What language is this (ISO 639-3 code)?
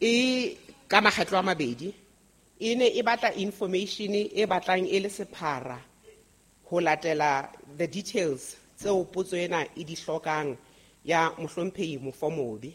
sot